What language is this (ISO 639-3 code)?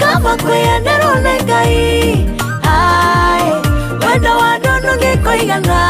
kik